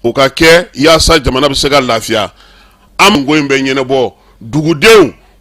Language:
Bambara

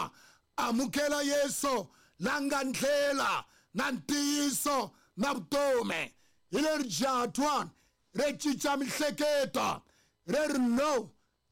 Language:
Tsonga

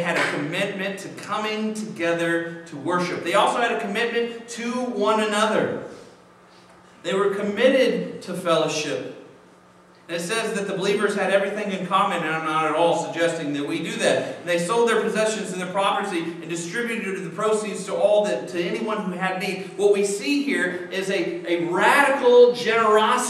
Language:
English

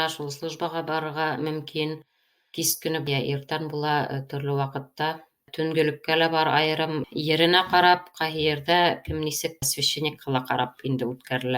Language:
Bashkir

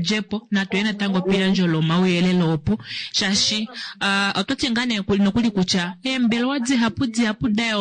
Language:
Kuanyama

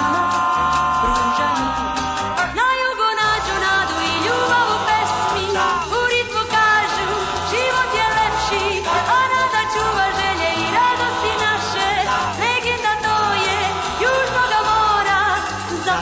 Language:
Serbian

